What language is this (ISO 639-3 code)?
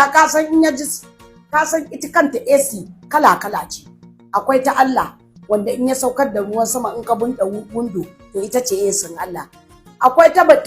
hau